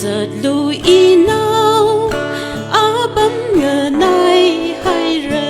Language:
Tangkhul Naga (India)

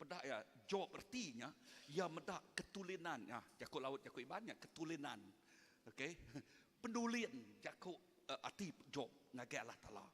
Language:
Iban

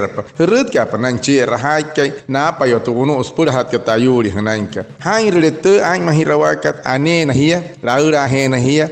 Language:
Wayuu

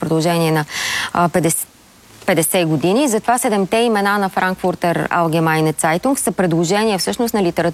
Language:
Bulgarian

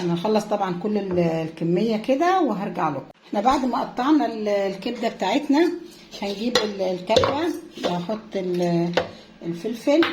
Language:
Egyptian Arabic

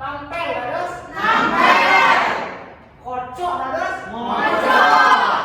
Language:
Balinese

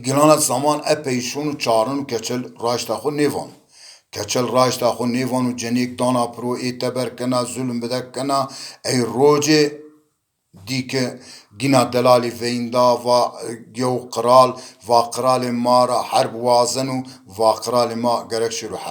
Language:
Zaza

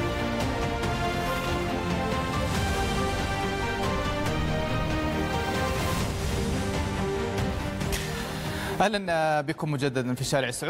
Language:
Arabic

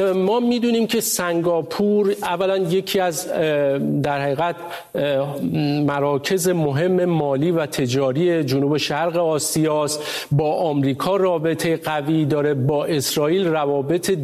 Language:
Persian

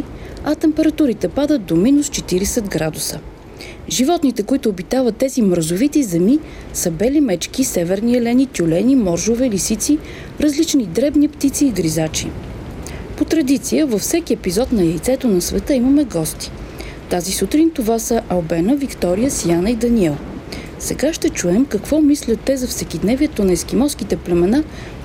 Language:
Bulgarian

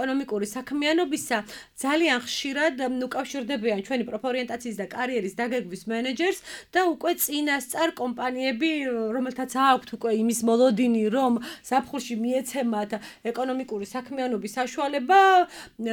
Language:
Georgian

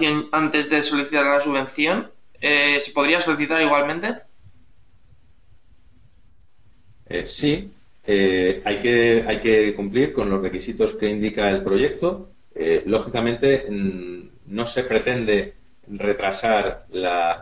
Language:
Spanish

